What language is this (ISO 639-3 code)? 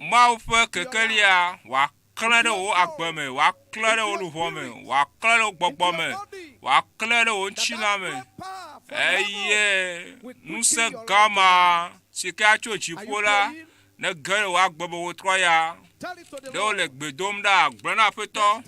ewe